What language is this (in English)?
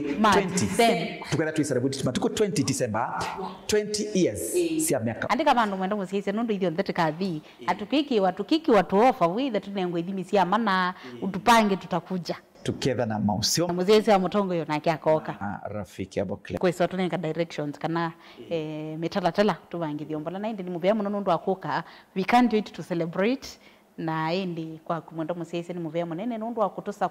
Kamba